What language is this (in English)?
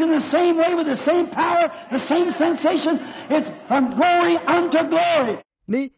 Makhuwa